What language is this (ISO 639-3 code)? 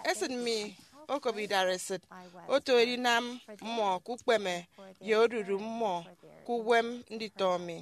efi